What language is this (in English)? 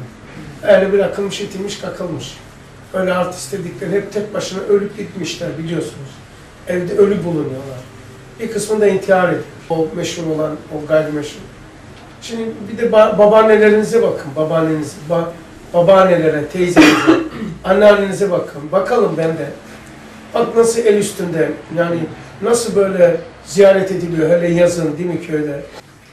Turkish